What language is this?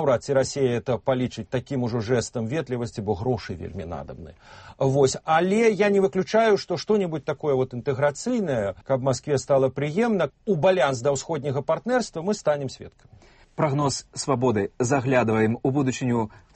Belarusian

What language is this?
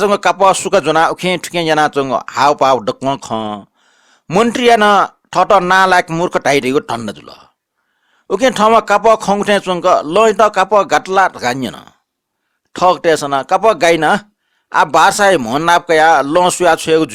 Newari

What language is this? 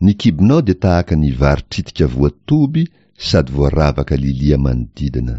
Malagasy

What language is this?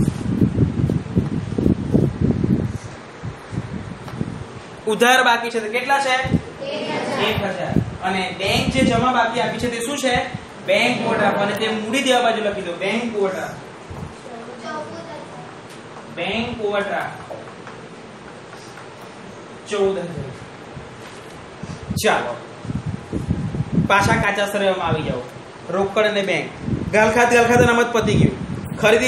Gujarati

